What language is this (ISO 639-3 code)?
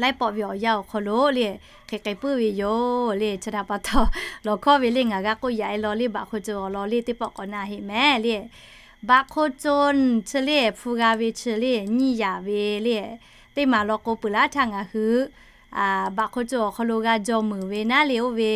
lhu